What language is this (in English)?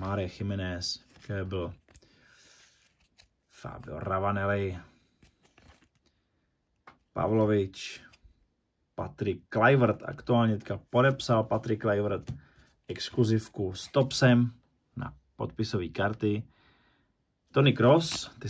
Czech